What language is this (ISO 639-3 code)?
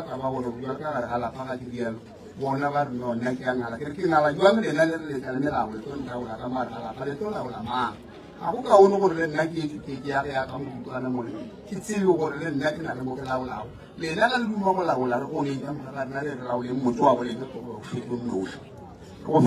nso